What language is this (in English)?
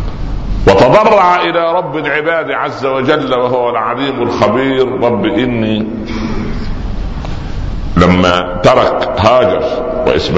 Arabic